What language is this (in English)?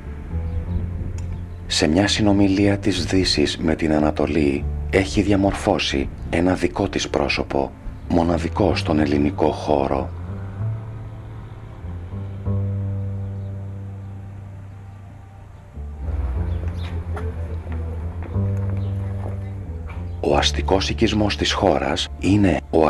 Greek